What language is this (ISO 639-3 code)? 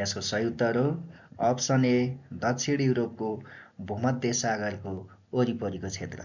nep